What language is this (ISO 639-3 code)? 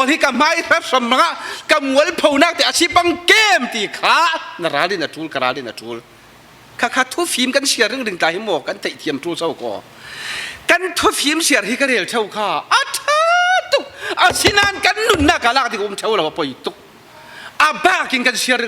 cfm